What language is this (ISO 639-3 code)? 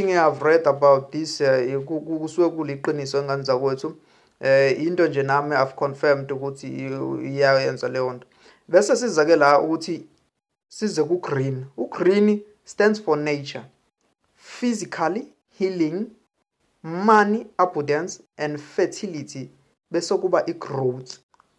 zul